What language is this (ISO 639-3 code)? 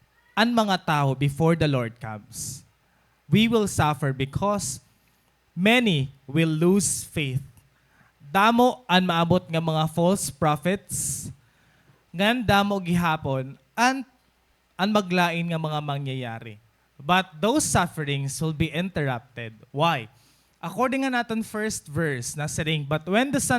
war